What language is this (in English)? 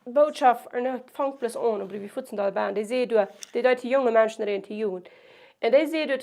Plautdietsch